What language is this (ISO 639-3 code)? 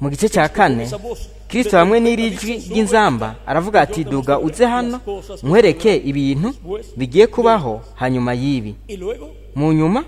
run